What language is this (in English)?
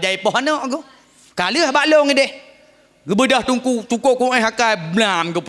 Achinese